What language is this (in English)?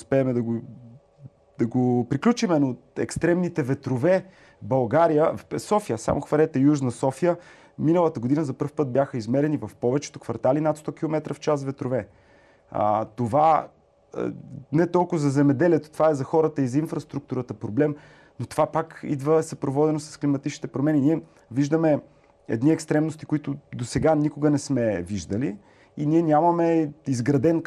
Bulgarian